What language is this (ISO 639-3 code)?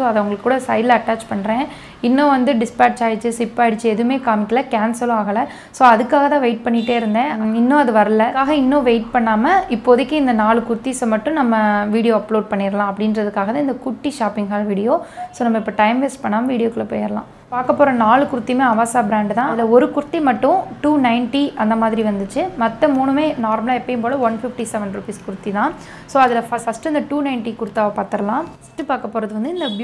tam